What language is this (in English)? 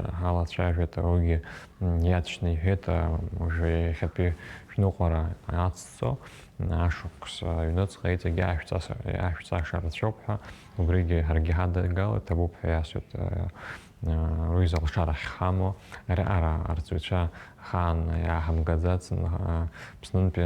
Abkhazian